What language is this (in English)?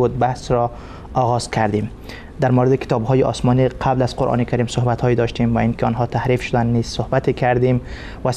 Persian